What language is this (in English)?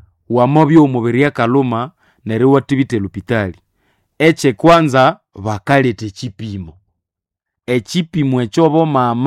Nande